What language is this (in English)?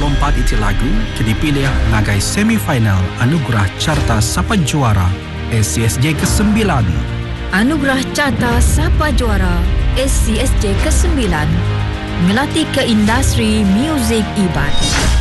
Iban